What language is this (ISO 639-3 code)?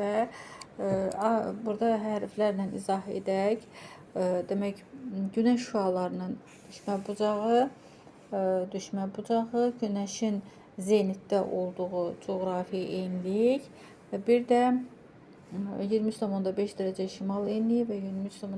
aze